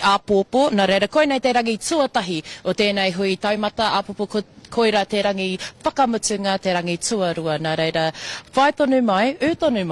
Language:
Māori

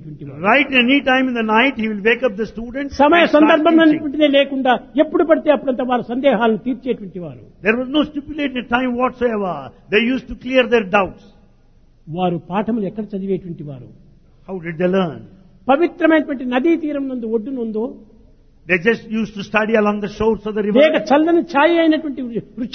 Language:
Telugu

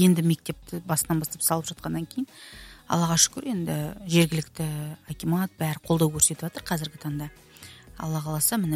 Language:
Kazakh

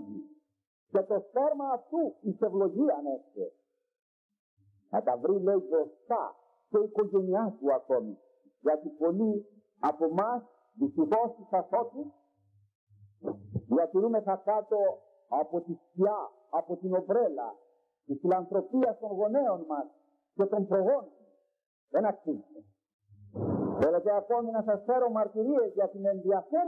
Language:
Greek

